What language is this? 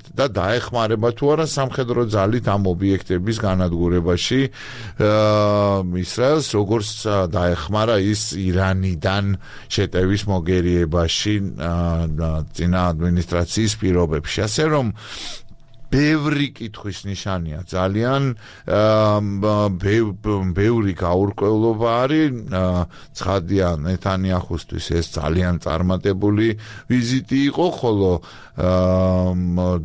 Georgian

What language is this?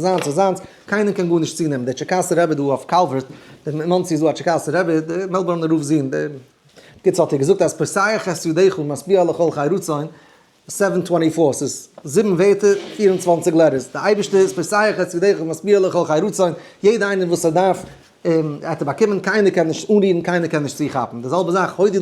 Yiddish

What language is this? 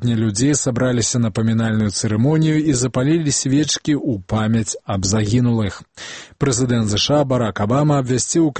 Belarusian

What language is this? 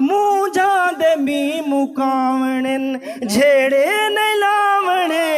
Saraiki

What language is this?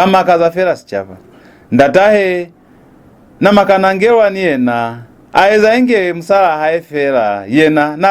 Lozi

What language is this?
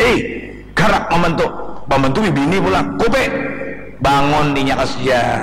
Banjar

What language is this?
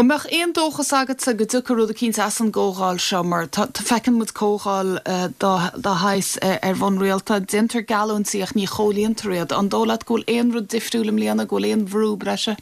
Irish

